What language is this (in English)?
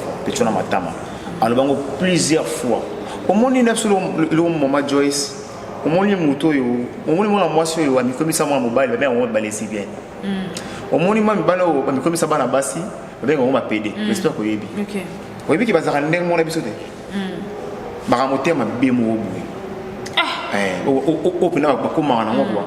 Lingala